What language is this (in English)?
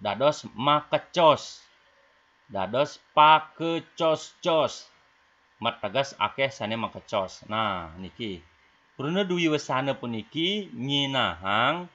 Balinese